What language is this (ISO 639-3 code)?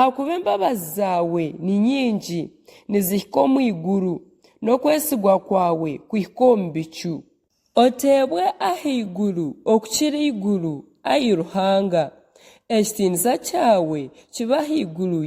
nyn